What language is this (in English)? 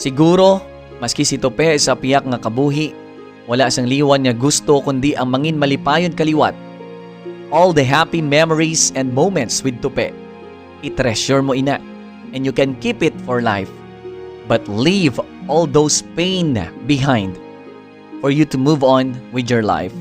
Hiligaynon